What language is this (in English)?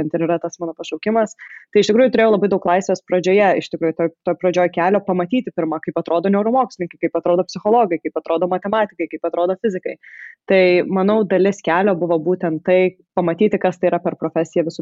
Lithuanian